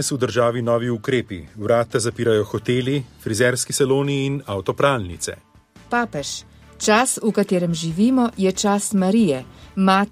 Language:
Slovenian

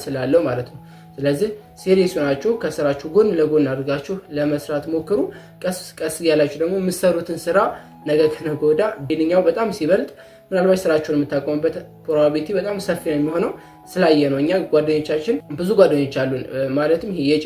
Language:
Amharic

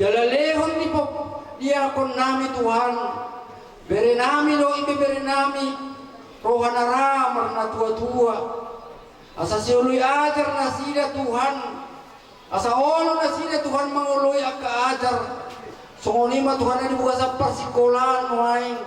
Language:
Batak Toba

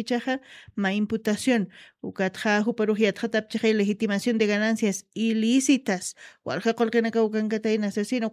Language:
Aymara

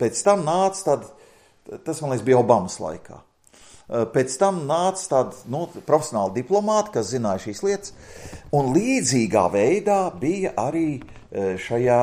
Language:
Latvian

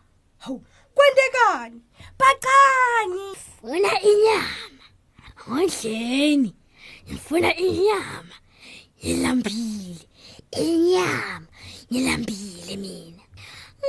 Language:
Swati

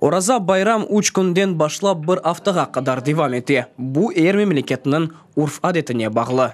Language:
Crimean Tatar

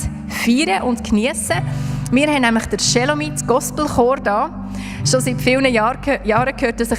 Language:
Swiss German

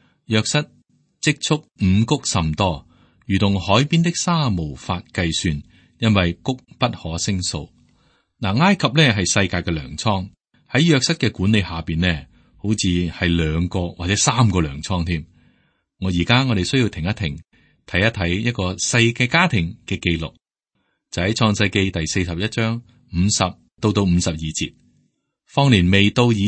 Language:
Cantonese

